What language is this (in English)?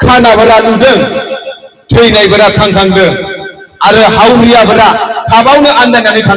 Bodo